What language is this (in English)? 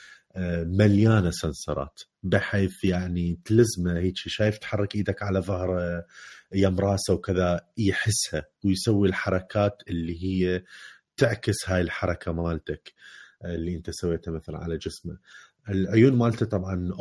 Mesopotamian Arabic